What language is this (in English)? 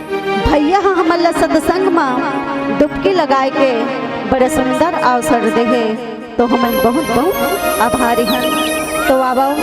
Chhattisgarhi